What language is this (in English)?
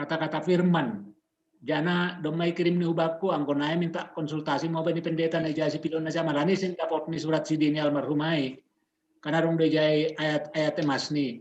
Batak Simalungun